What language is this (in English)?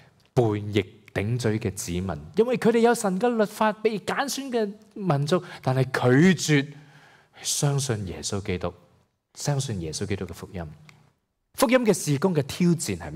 Cantonese